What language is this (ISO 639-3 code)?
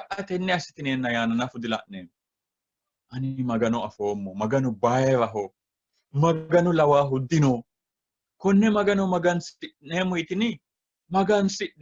sid